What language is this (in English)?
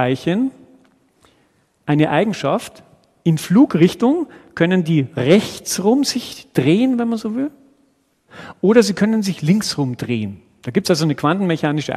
German